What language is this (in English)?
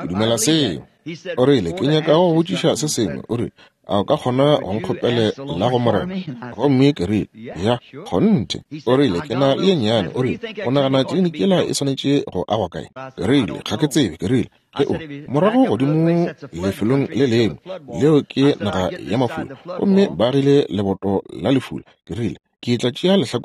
Northern Sotho